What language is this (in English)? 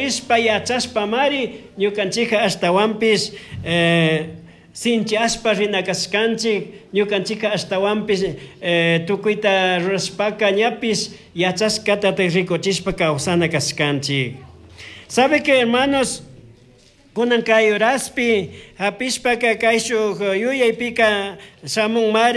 Chimborazo Highland Quichua